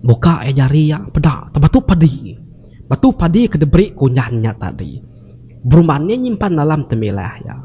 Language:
Iban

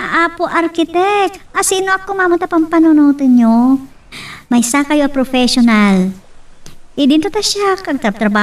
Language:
Iloko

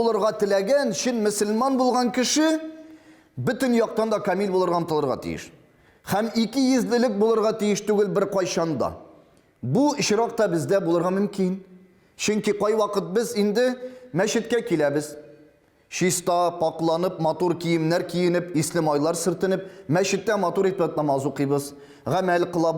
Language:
Tatar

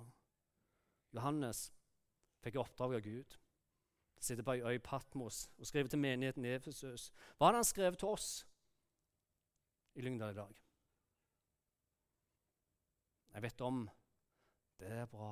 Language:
Norwegian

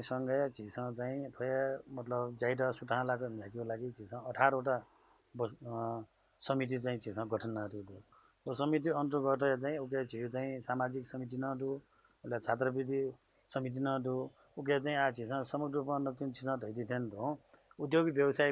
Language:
Newari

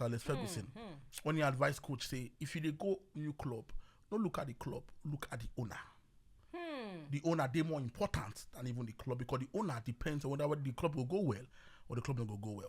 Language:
Nigerian Pidgin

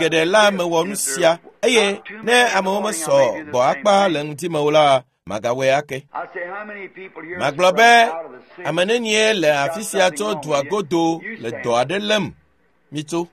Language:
Ewe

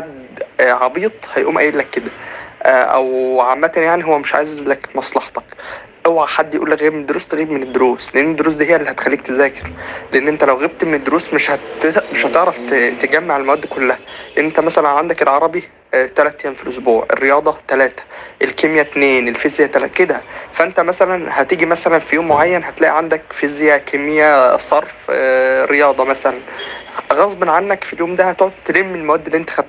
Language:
Egyptian Arabic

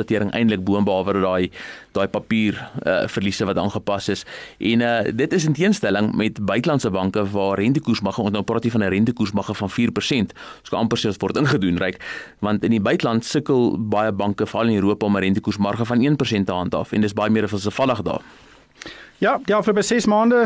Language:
Afrikaans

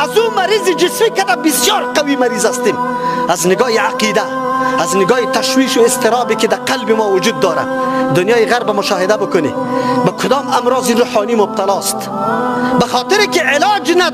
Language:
Persian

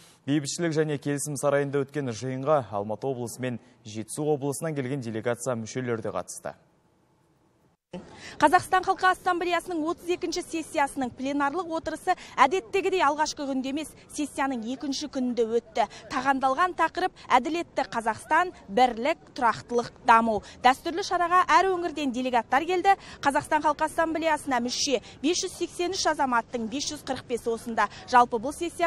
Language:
Kazakh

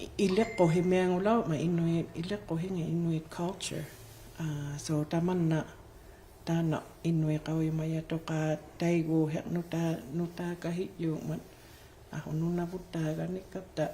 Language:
Inuktitut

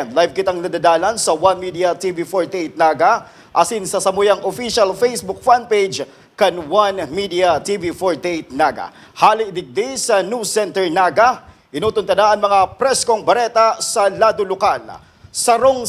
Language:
Bikol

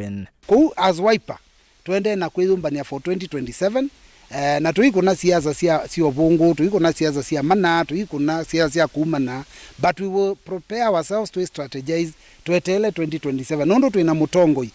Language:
Kamba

